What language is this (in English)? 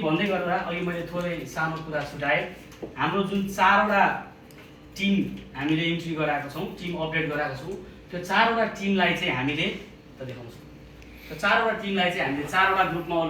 Nepali